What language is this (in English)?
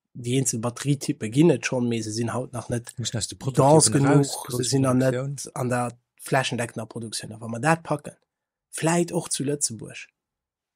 Luxembourgish